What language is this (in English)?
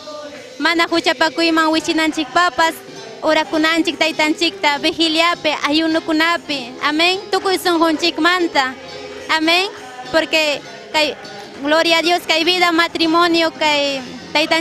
Ayacucho Quechua